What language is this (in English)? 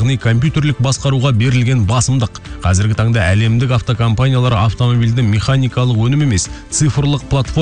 Kazakh